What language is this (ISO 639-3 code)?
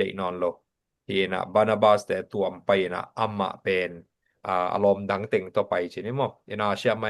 ctd